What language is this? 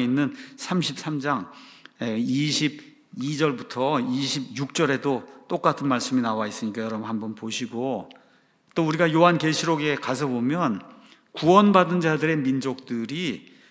Korean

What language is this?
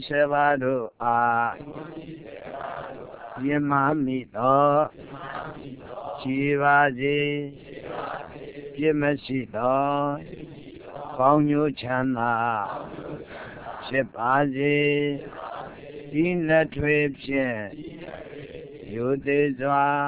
Burmese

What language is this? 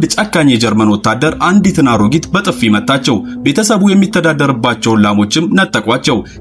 Amharic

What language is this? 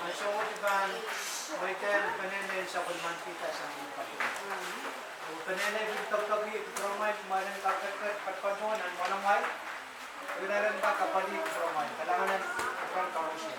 Pohnpeian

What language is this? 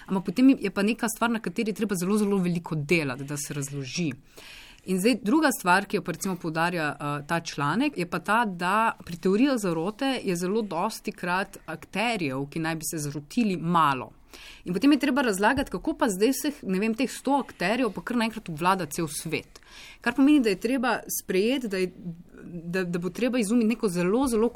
Slovenian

